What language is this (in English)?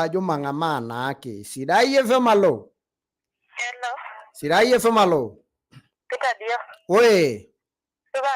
Masai